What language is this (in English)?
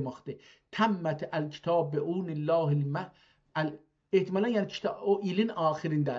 South Azerbaijani